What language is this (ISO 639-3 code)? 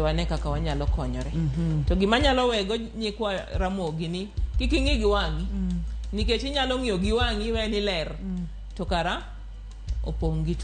luo